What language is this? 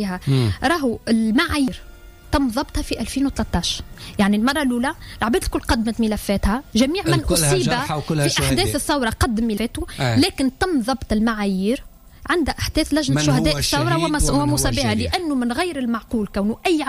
Tunisian Arabic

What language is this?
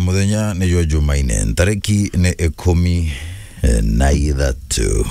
Meru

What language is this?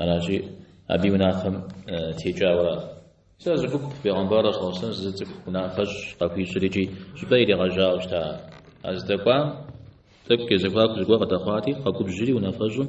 Kabardian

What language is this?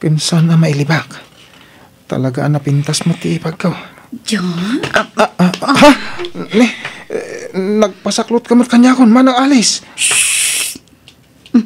Iloko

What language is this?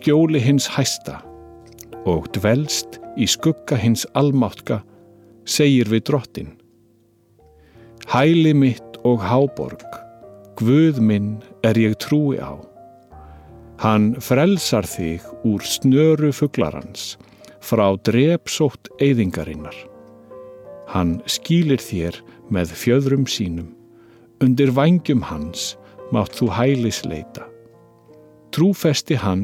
Icelandic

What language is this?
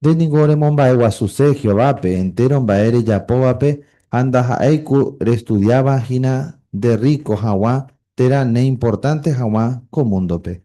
Guarani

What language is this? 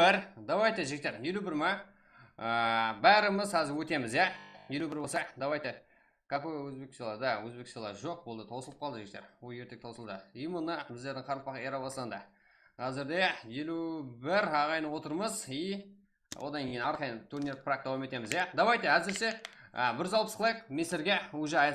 Kara-Kalpak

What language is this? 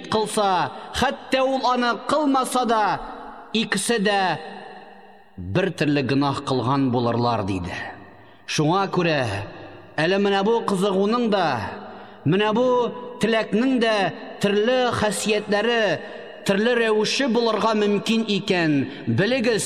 Tatar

